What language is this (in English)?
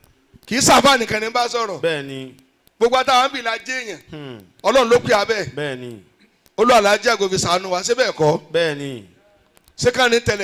Yoruba